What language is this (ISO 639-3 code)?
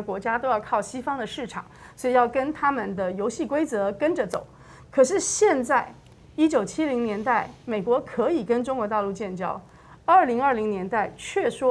zho